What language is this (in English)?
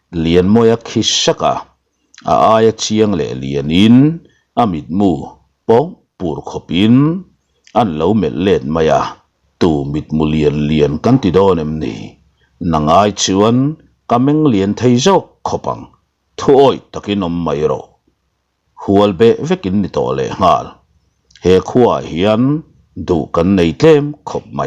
Mizo